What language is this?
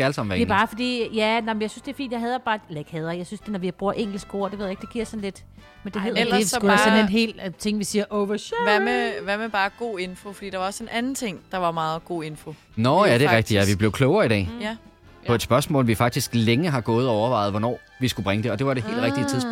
Danish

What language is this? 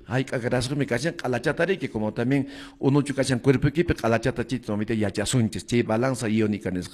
Quechua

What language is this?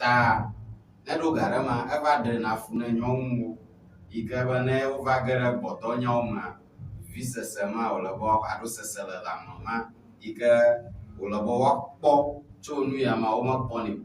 Ewe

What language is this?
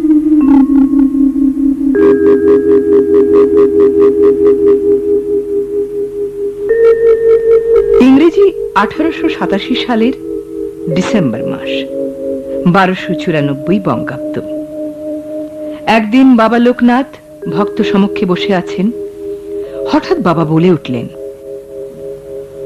Bangla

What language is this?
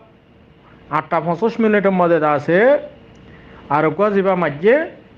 Rohingya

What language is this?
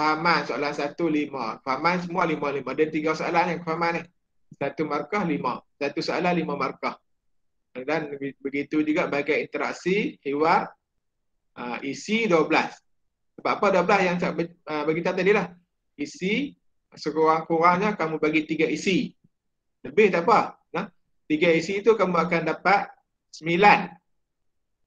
Malay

